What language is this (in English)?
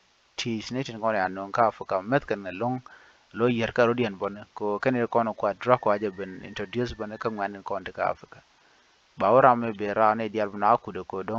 Nuer